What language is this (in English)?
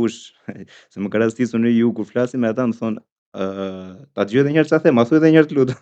Albanian